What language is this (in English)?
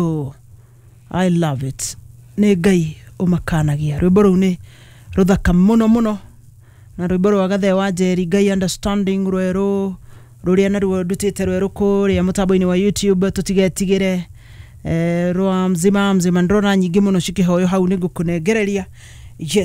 Kikuyu